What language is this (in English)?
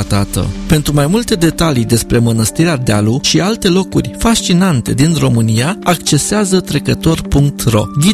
Romanian